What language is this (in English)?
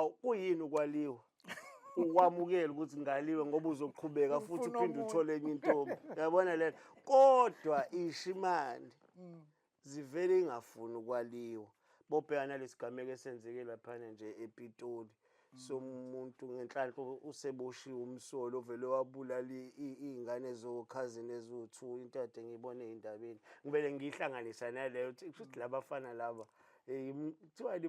Zulu